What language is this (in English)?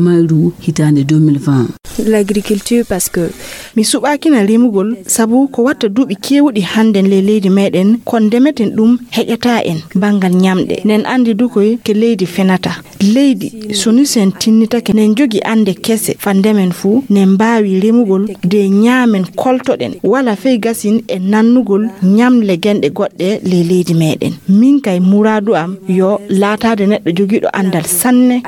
Fula